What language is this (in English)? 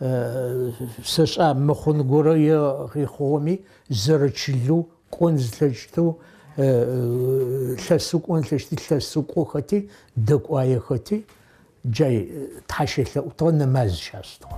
Adyghe